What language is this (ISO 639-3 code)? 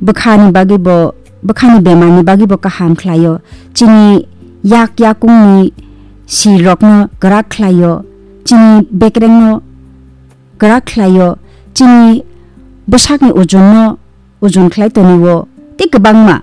trp